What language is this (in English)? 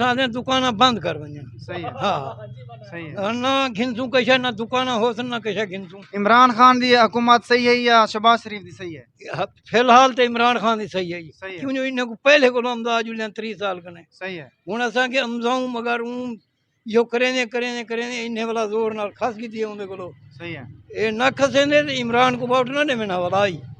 Saraiki